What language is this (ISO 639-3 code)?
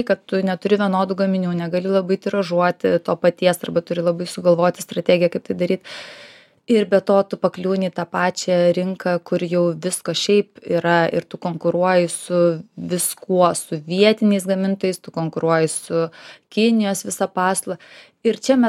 lit